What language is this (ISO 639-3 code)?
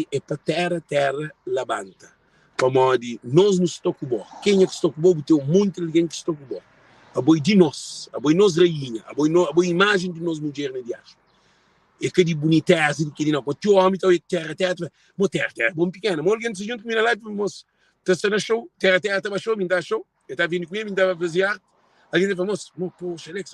kea